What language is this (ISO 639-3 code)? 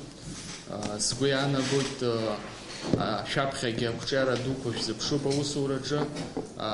abk